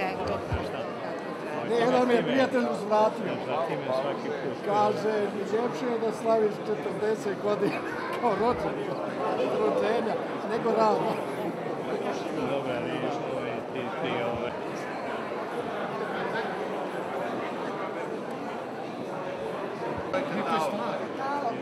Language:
Serbian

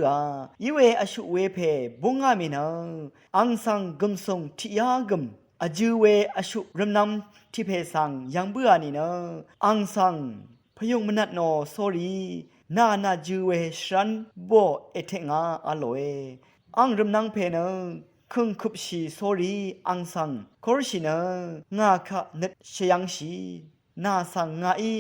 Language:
Rawang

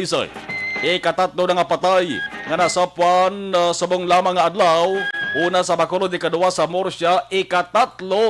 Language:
Hiligaynon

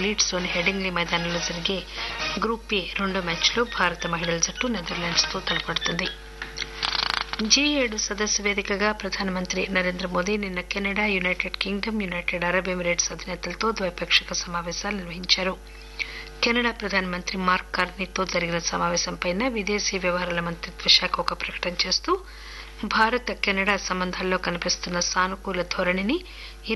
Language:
Telugu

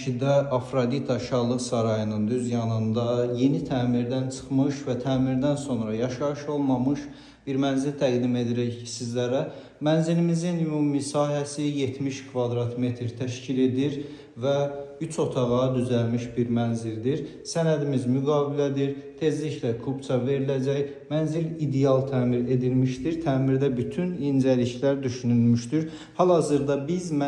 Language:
Azerbaijani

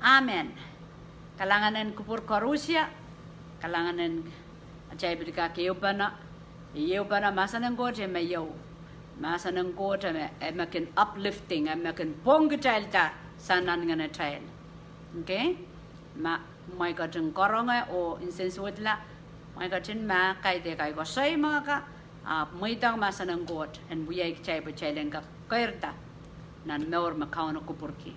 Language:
Pohnpeian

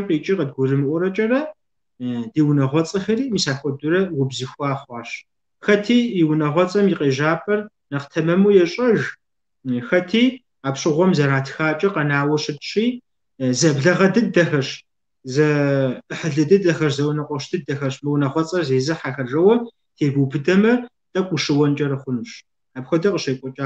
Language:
Kabardian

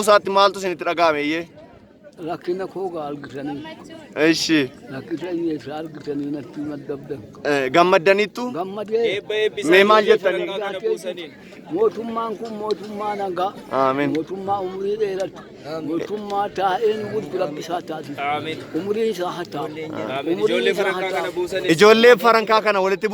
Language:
Oromo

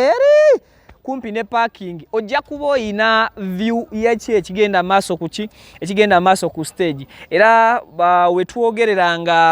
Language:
Ganda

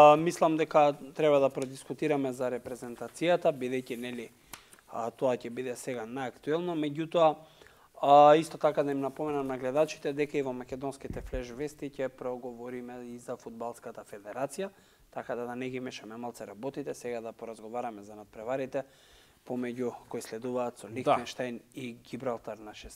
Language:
Macedonian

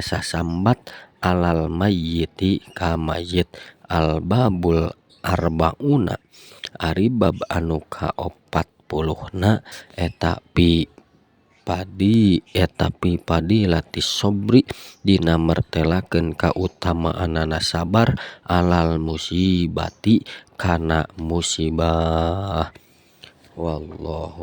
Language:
Sundanese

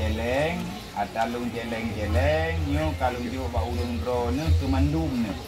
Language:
Achinese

